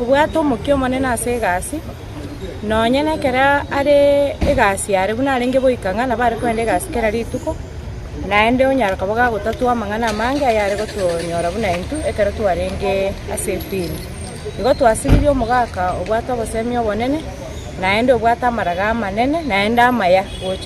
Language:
Gusii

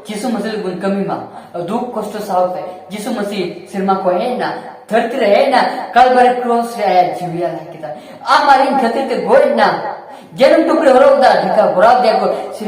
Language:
Santali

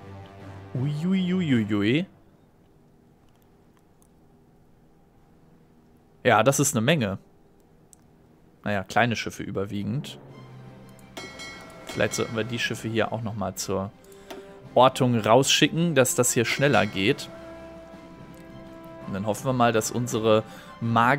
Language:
German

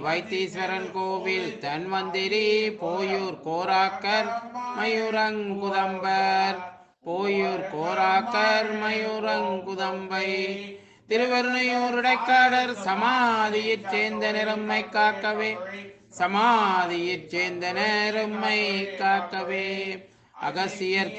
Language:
Tamil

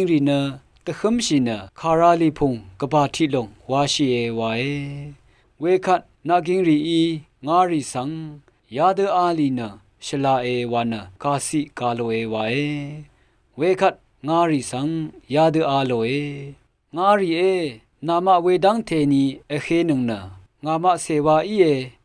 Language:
Rawang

